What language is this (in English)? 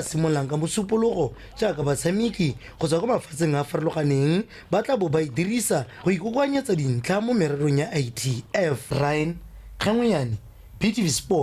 Tswana